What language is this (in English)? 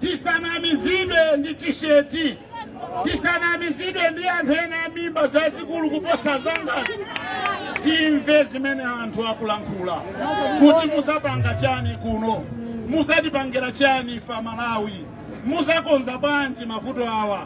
Nyanja